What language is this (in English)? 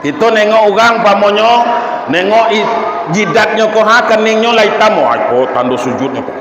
Minangkabau